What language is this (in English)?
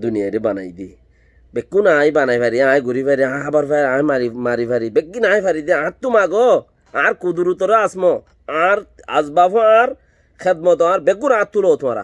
Rohingya